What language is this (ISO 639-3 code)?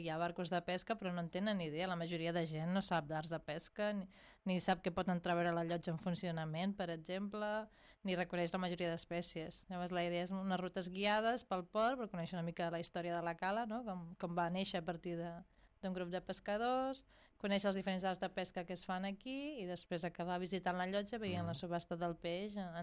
cat